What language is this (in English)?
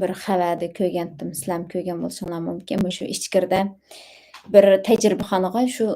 Uyghur